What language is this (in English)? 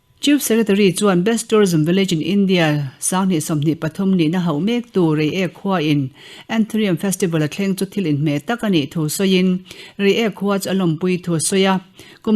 Mizo